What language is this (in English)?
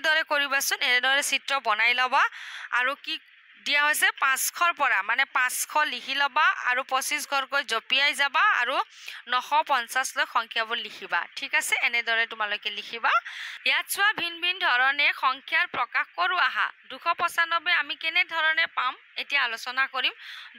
Assamese